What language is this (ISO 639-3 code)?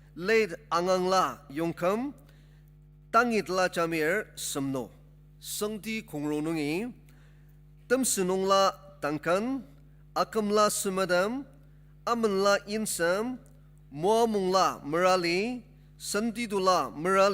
njo